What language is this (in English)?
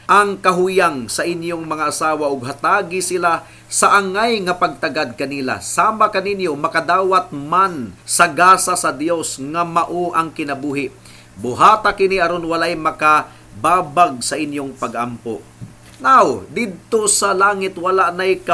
Cebuano